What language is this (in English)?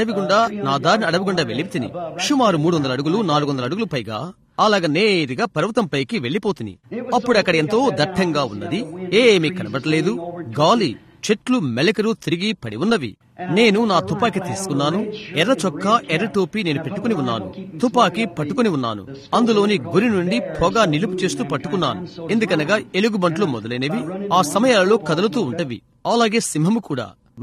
Telugu